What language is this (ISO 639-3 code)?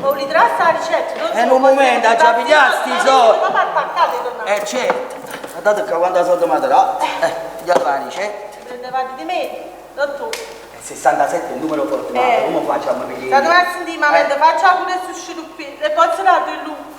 nap